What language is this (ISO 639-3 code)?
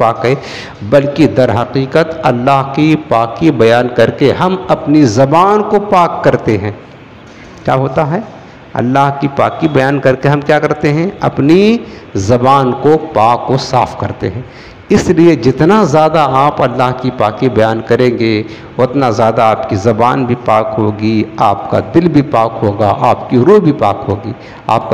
urd